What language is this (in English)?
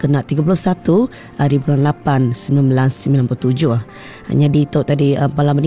Iban